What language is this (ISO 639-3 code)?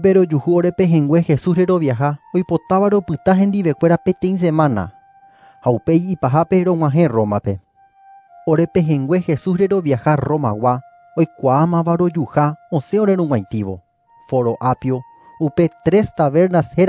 grn